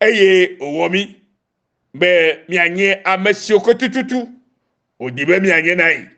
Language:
Ewe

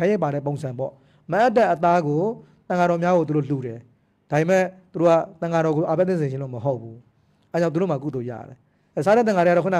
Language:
Burmese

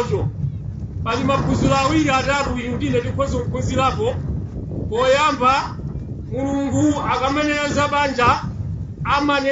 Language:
Nyanja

